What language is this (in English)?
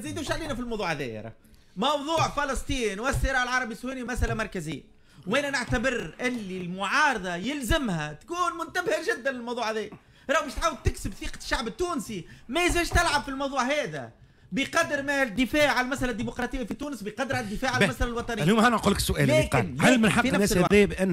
Tunisian Arabic